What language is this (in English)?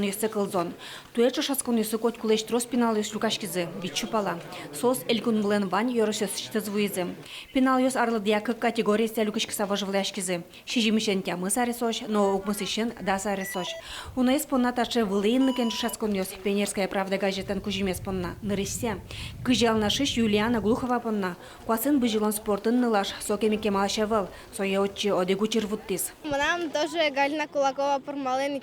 Udmurt